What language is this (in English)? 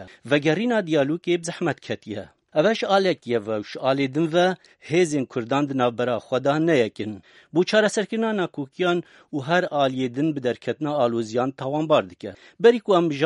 Kurdish